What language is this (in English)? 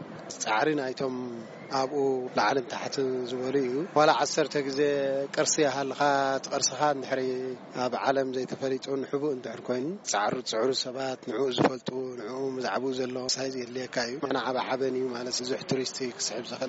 Tigrinya